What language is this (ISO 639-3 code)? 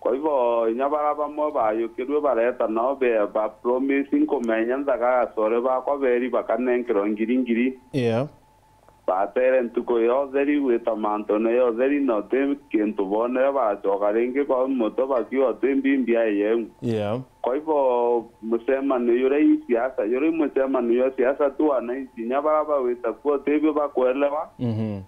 mer